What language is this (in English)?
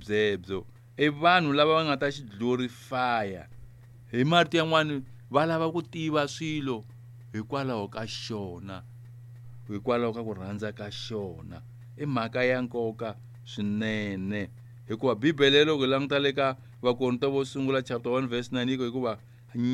Tsonga